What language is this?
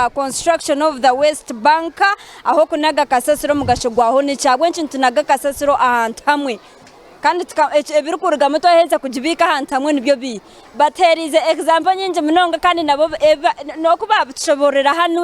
Nyankole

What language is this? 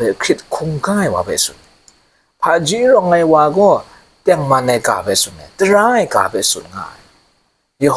Kachin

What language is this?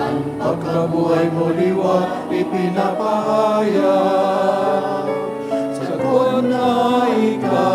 Bikol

